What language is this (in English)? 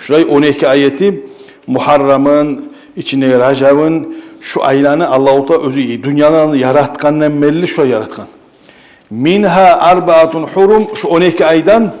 Kumyk